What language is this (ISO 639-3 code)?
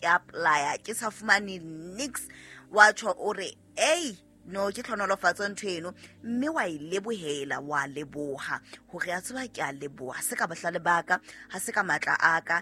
sot